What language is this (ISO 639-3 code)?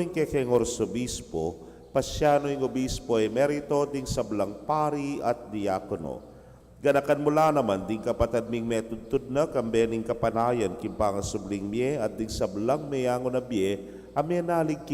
pam